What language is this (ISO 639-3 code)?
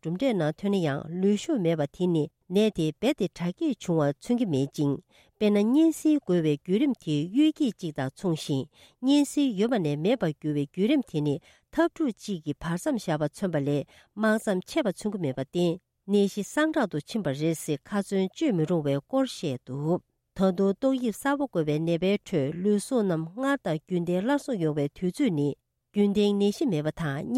bod